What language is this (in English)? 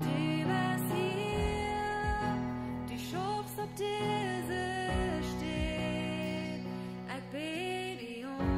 Plautdietsch